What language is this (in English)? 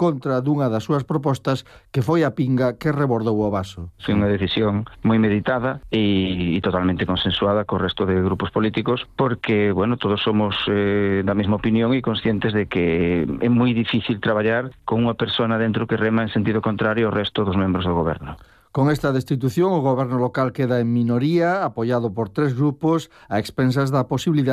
Galician